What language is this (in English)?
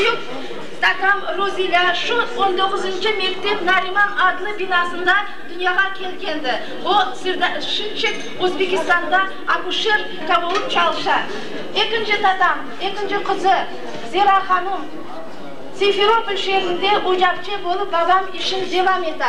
Crimean Tatar